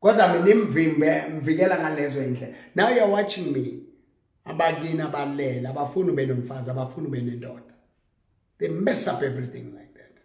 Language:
Southern Sotho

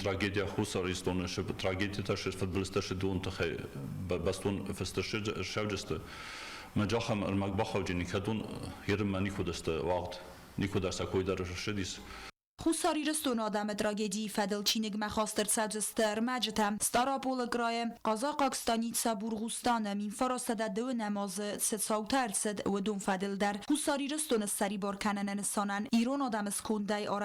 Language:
Ossetic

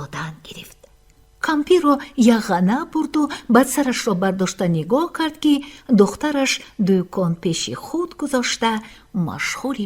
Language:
Tajik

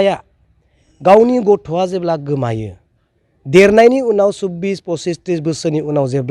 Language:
Bodo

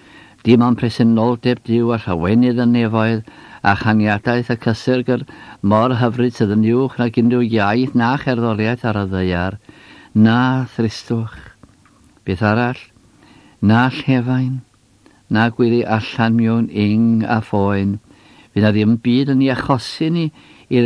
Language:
Welsh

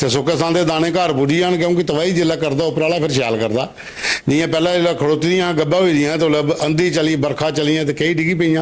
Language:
Dogri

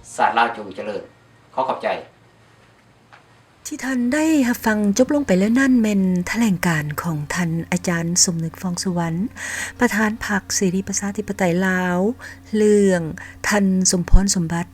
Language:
Lao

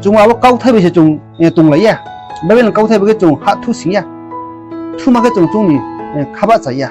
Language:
Riang (India)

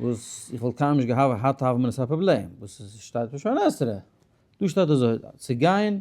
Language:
Yiddish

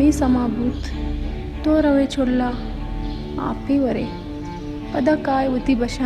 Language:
Baluchi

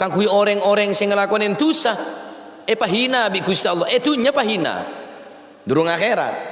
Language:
Madurese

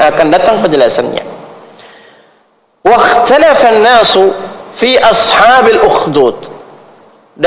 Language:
Indonesian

